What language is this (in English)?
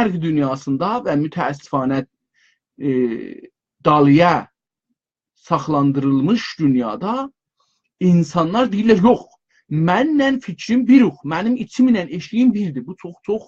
South Azerbaijani